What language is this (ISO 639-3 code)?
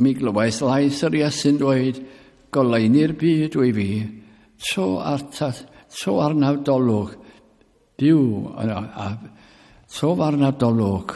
cym